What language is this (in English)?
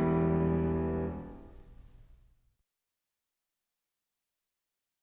Greek